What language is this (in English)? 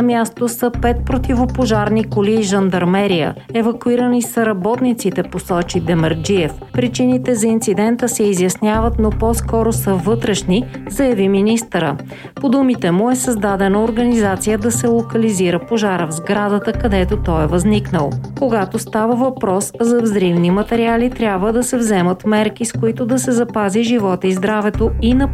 Bulgarian